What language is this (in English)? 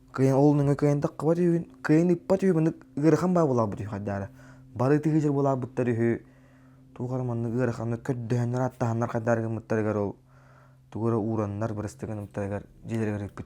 Yakut